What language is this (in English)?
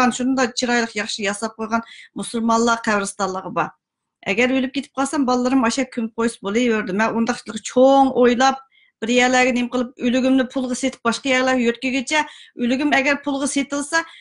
Uyghur